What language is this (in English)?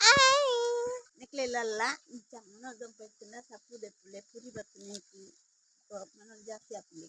Tulu